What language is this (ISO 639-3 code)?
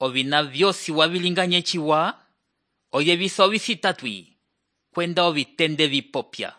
umb